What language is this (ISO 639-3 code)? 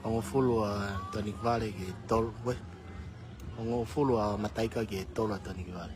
ton